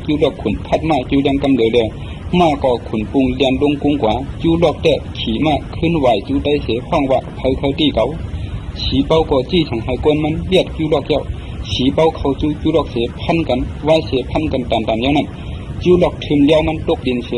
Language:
Shan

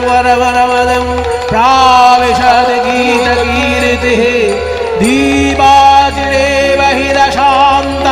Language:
Bangla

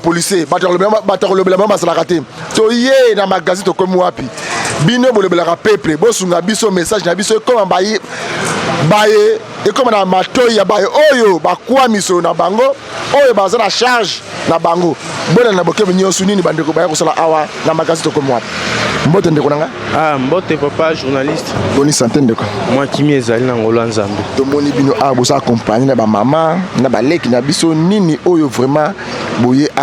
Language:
Lingala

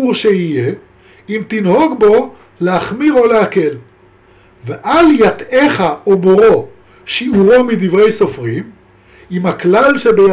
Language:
Hebrew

